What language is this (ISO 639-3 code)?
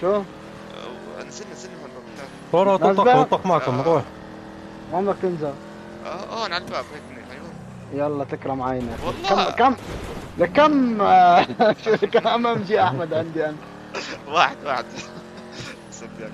apc